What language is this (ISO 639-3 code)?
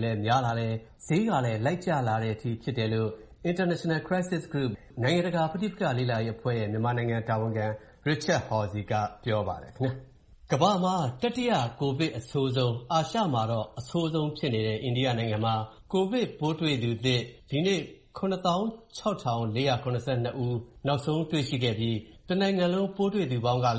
mya